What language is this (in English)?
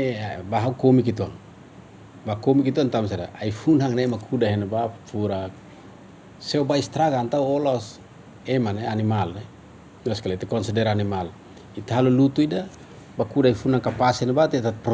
Tetum